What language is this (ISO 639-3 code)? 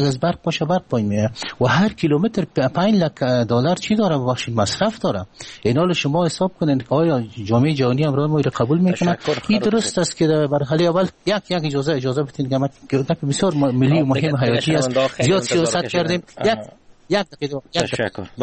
fas